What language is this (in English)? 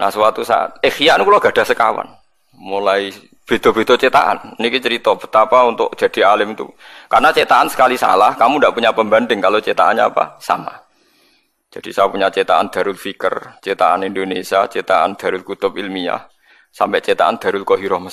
Javanese